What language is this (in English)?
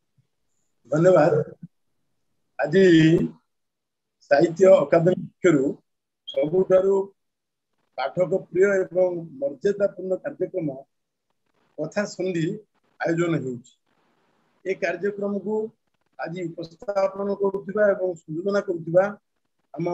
Odia